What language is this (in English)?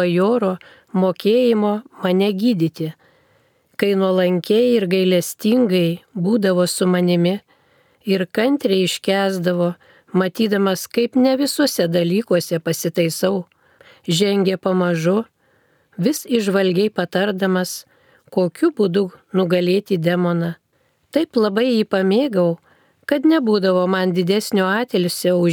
Lithuanian